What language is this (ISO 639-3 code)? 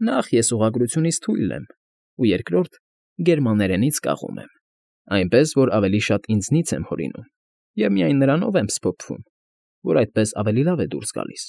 hye